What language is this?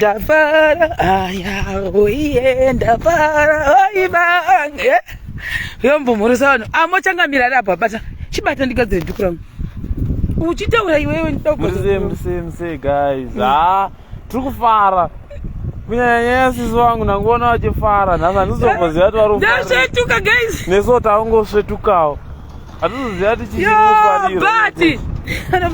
Shona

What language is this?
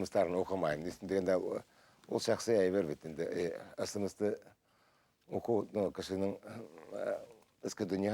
Bashkir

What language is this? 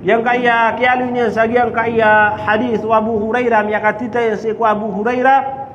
Maranao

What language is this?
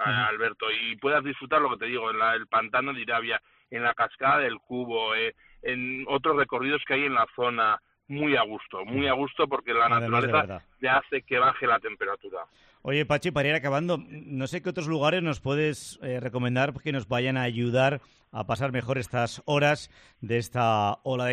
Spanish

